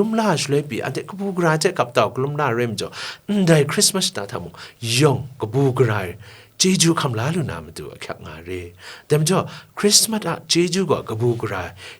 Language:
Kachin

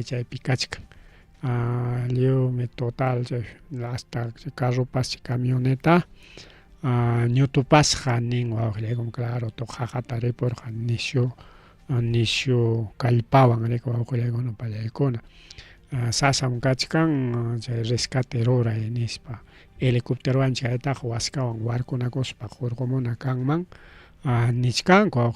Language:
Ayacucho Quechua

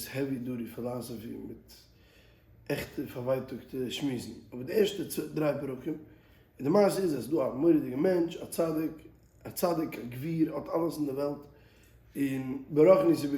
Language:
Yiddish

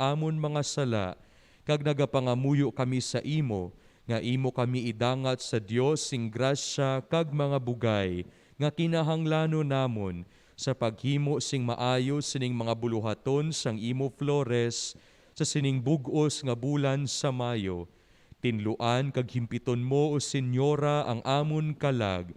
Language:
Hiligaynon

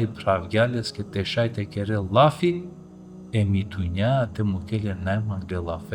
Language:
Balkan Romani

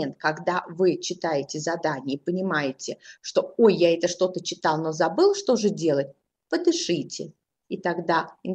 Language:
Russian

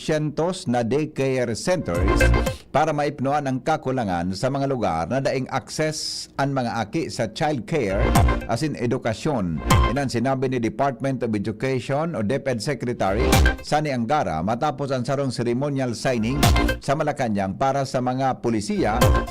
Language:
Bikol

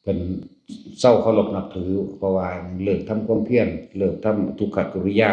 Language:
Northeastern Thai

